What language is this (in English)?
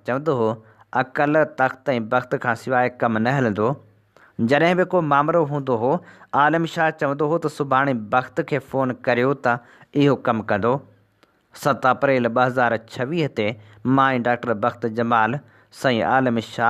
Sindhi